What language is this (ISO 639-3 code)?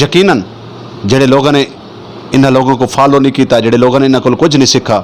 skr